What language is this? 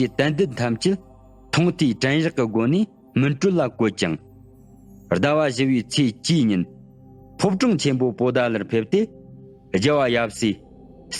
Tibetan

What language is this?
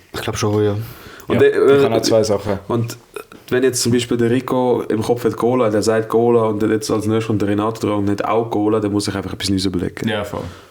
Swiss German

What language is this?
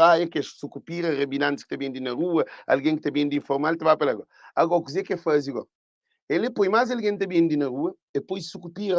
Kabuverdianu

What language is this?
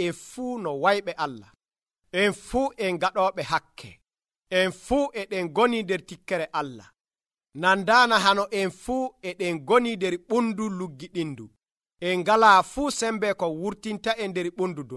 Nigerian Fulfulde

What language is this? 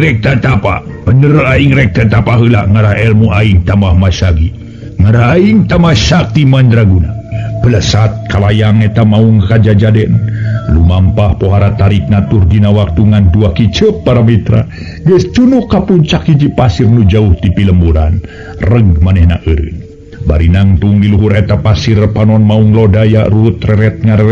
Sundanese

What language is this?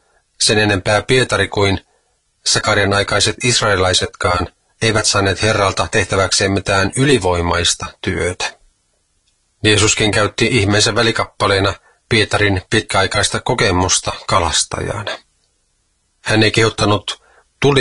Finnish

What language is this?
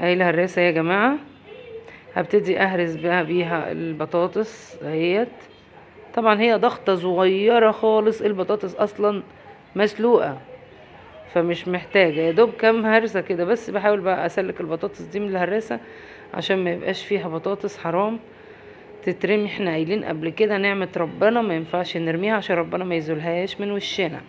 Egyptian Arabic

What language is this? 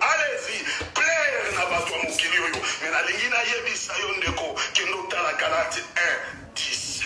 Lingala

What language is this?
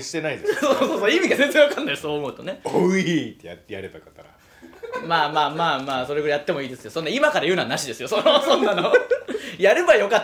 Japanese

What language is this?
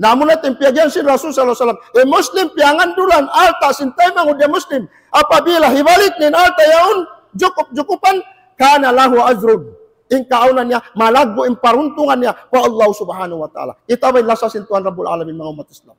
Tausug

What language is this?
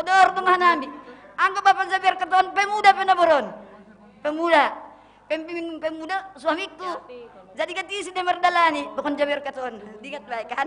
Batak Simalungun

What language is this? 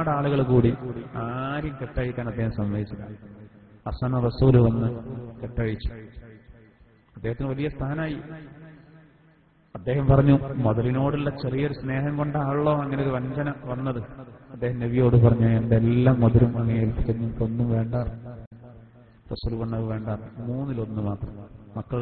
Malayalam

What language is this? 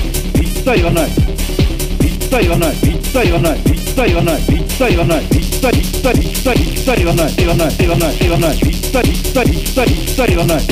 Japanese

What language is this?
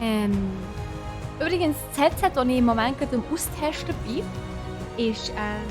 Swiss German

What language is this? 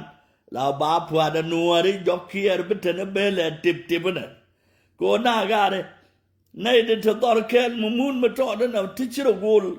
Nuer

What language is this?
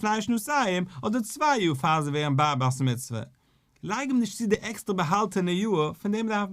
Yiddish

